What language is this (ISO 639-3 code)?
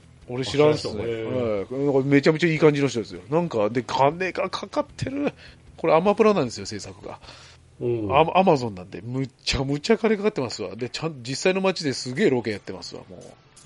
jpn